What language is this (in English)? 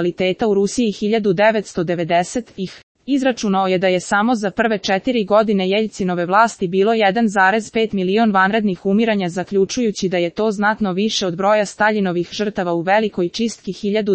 Serbian